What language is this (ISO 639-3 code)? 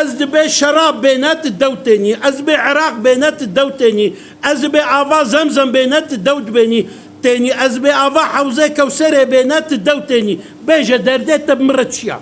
kur